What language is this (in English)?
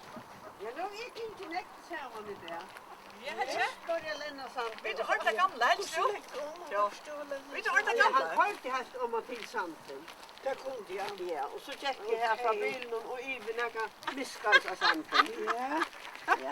Faroese